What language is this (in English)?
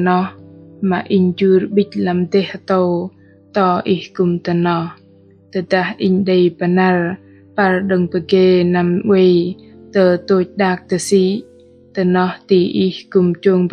Bahnar